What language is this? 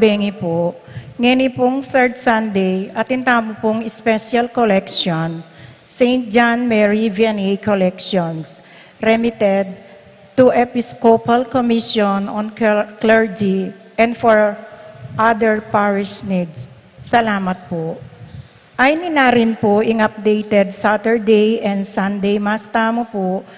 Pampanga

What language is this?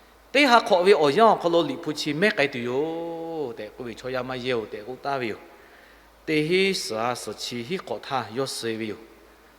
Lahu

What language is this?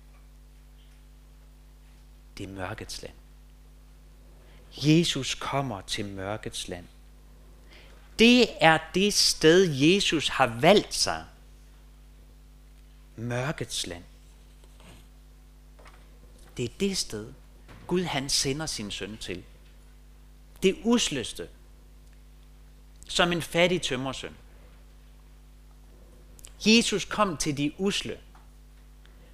Danish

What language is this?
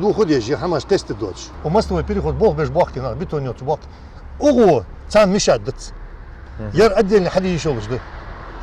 Ingush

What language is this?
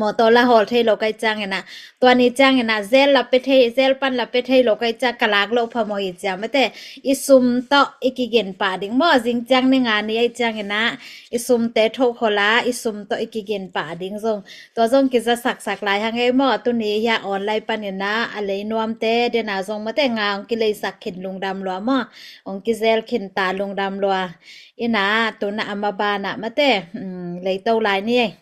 Tedim Chin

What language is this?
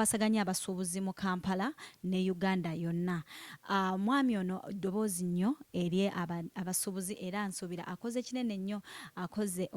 Ganda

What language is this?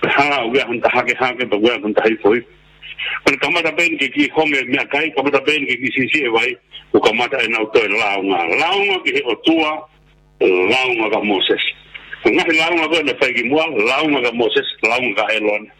Tongan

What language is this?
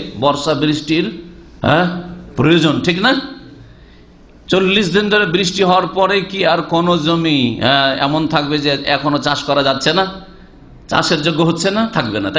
Bangla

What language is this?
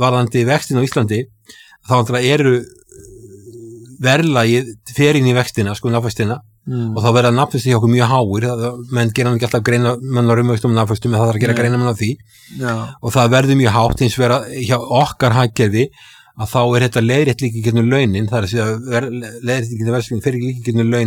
Icelandic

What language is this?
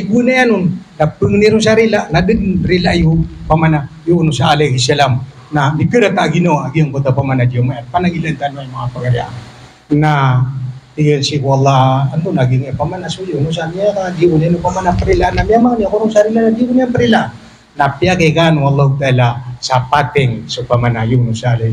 Maranao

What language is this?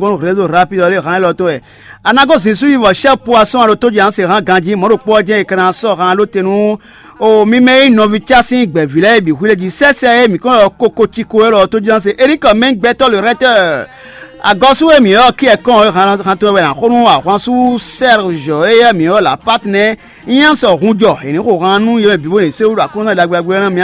Fon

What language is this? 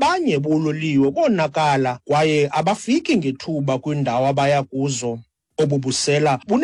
Xhosa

